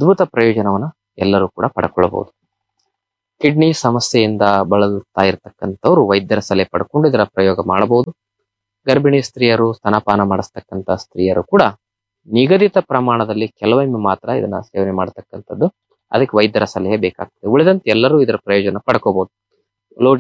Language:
Kannada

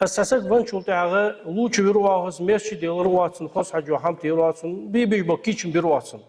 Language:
Ingush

